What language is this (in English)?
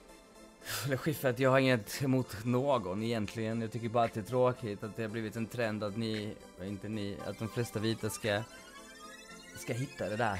Swedish